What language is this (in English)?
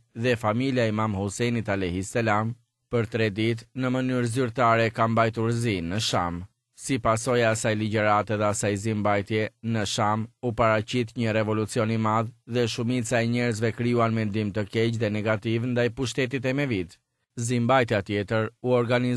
Albanian